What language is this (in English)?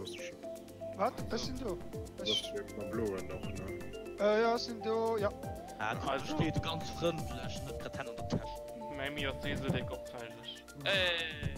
Luxembourgish